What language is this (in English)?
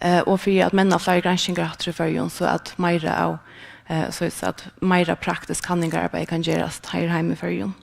Faroese